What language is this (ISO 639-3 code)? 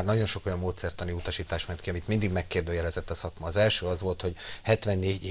hun